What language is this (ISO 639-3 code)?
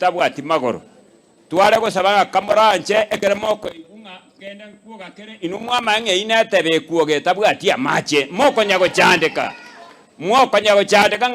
guz